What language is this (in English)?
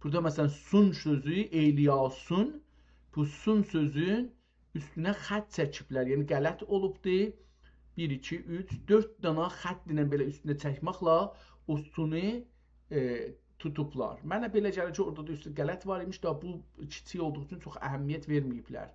South Azerbaijani